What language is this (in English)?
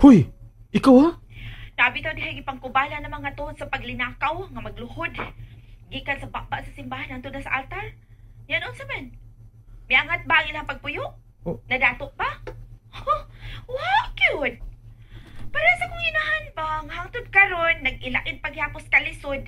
Cebuano